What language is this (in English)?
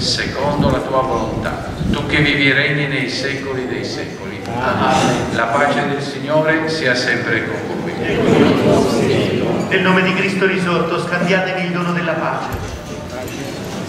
Italian